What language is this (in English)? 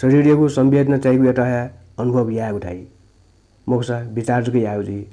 Newari